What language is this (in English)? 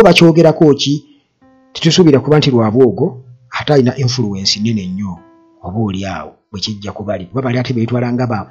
Ganda